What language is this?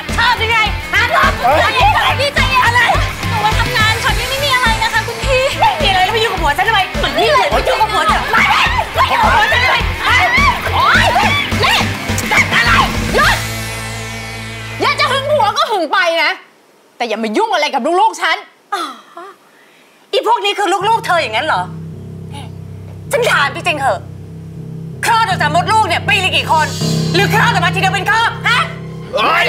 Thai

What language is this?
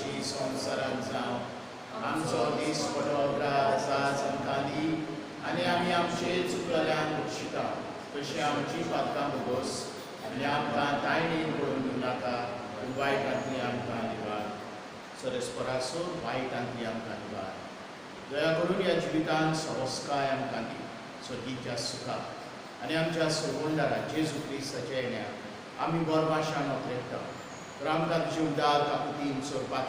Konkani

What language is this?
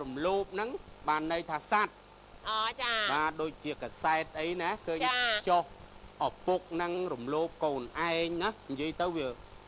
Khmer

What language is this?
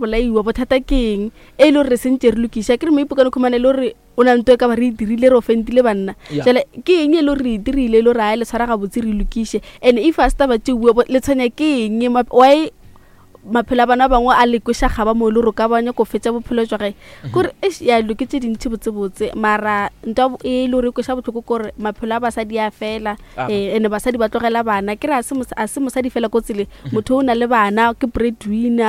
Northern Sotho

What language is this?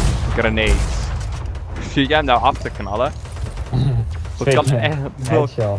Dutch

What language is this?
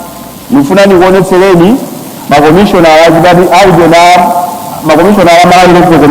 Nyanja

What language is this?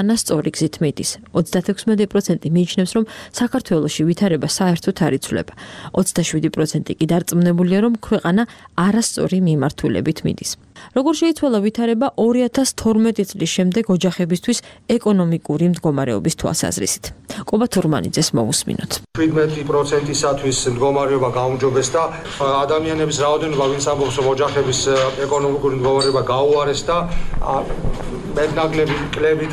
Georgian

